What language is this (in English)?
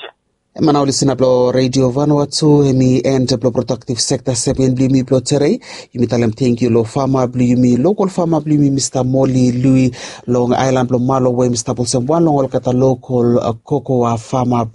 Bislama